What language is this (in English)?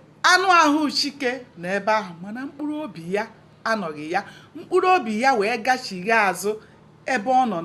Igbo